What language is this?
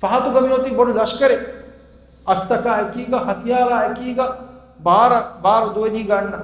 Divehi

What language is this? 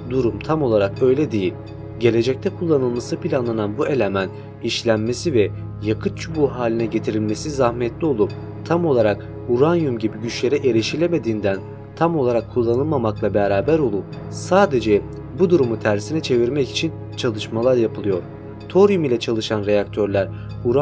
Turkish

